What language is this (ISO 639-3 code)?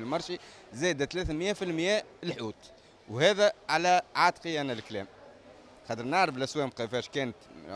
aeb